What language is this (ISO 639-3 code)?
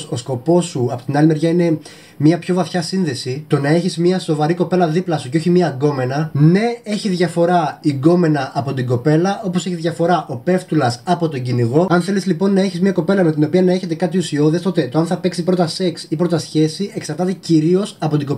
ell